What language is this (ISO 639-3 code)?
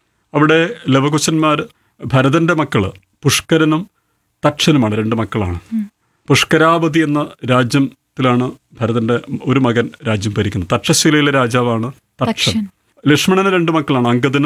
mal